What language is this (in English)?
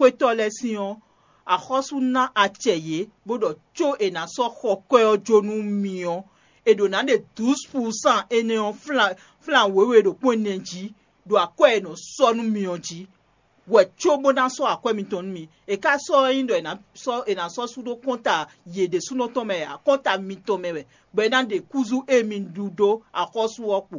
Fon